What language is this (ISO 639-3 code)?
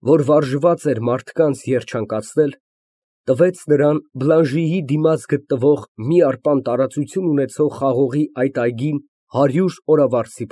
hye